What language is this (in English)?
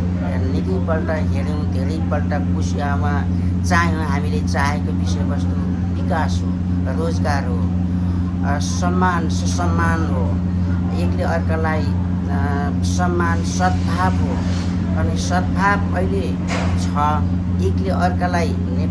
Nepali